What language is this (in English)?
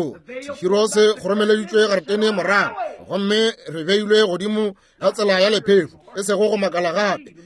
Northern Sotho